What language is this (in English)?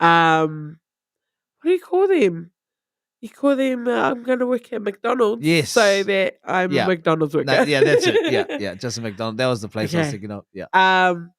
Māori